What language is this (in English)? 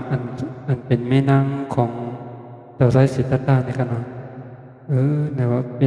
Shan